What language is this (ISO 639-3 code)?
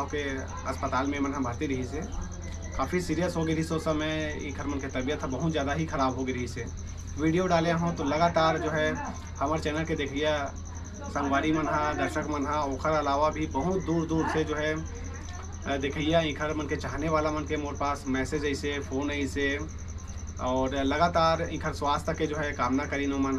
hne